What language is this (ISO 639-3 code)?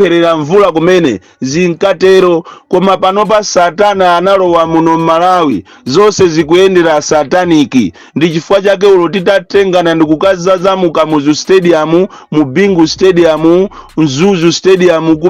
nya